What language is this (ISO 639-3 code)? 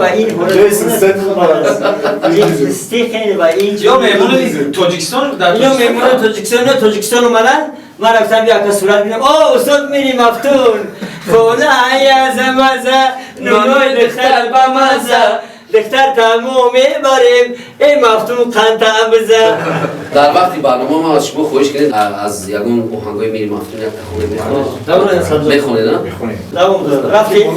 tgk